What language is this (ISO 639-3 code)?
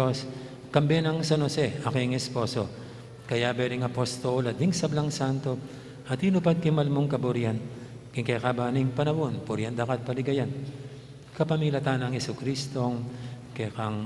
pam